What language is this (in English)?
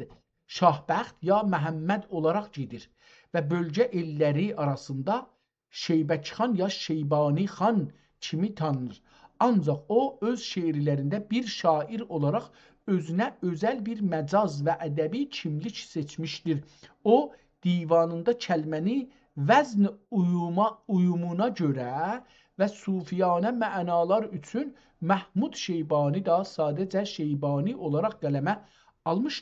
South Azerbaijani